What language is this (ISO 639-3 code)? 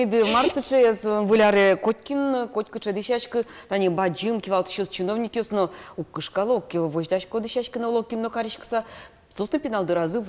udm